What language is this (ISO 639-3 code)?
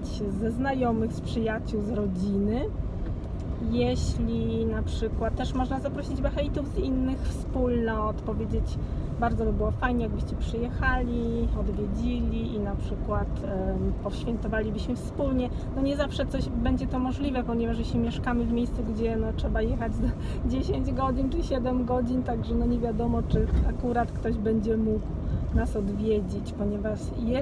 pol